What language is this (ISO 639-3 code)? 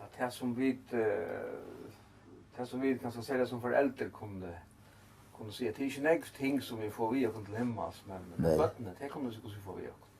fao